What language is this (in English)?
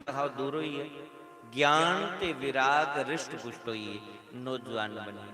Dogri